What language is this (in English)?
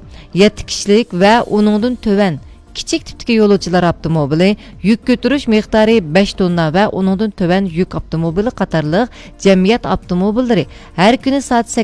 Uyghur